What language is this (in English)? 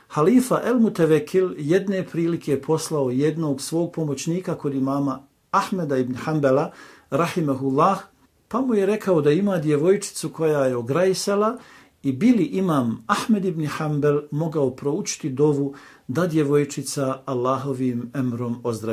Bosnian